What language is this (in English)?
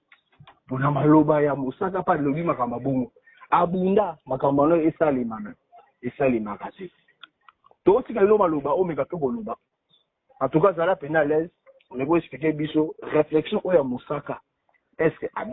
Lingala